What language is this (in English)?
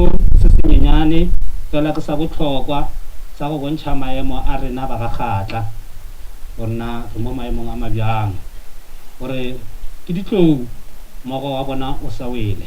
Northern Sotho